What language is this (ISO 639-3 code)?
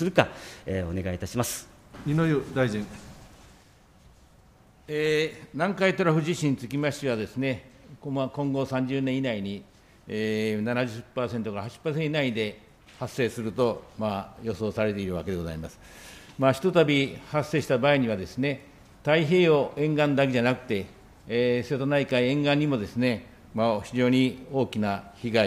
jpn